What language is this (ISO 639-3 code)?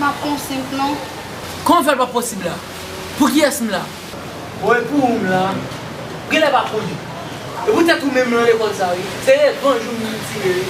hat